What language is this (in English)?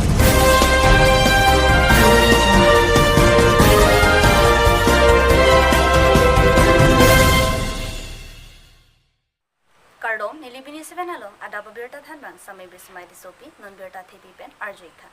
Karbi